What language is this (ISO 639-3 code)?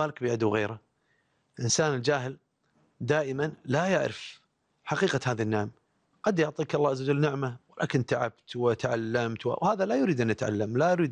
afb